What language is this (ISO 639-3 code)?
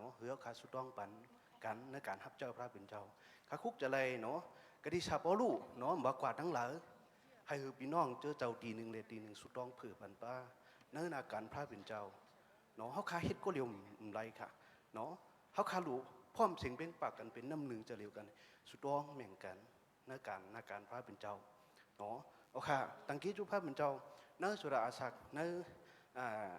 shn